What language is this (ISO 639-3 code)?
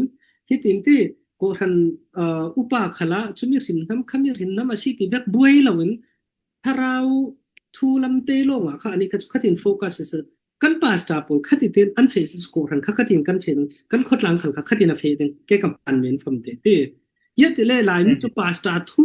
cfm